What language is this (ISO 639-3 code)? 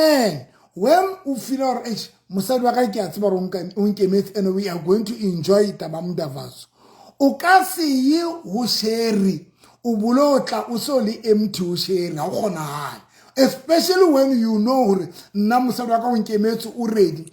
sot